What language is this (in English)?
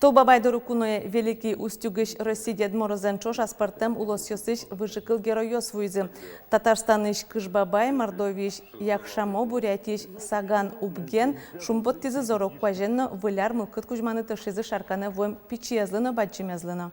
Udmurt